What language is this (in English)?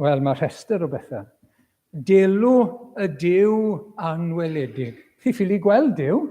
Welsh